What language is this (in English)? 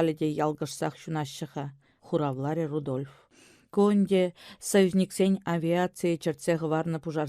Chuvash